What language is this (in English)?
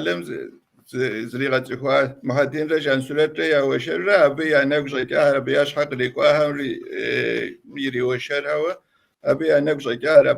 Kabardian